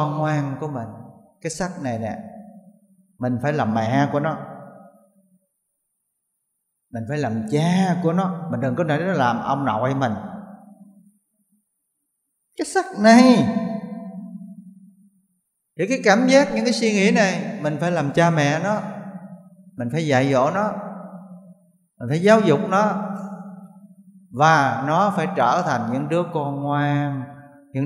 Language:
Vietnamese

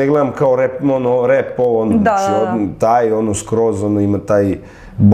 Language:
Serbian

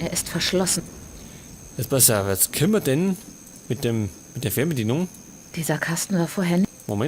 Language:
Bavarian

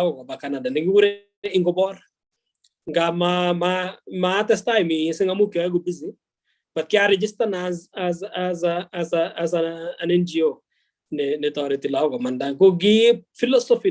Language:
Kalenjin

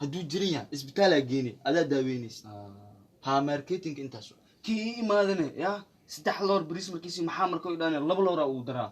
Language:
Somali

